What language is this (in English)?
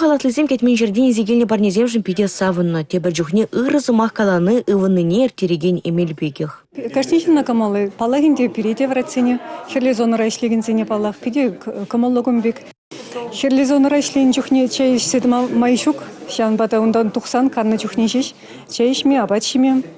Chuvash